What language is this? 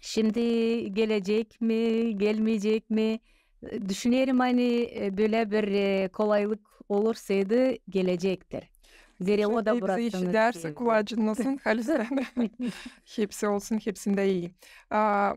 Gagauz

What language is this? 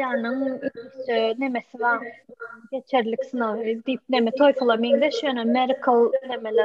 Turkmen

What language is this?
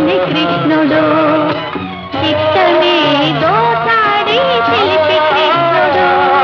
Telugu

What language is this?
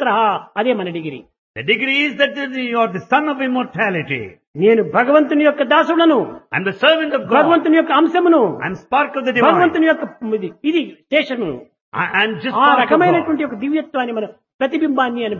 Telugu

